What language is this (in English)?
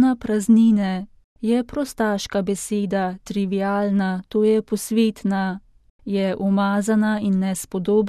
Slovenian